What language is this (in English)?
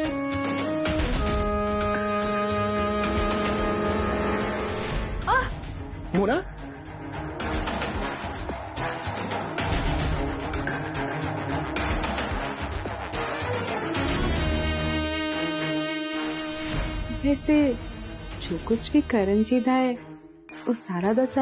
Punjabi